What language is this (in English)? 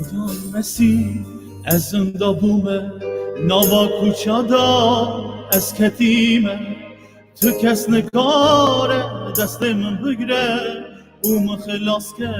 Kurdish